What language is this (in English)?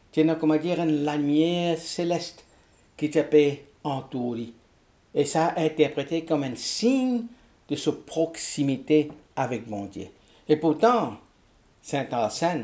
Morisyen